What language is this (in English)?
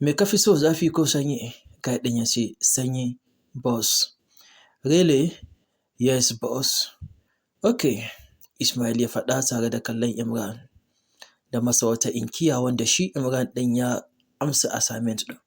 Hausa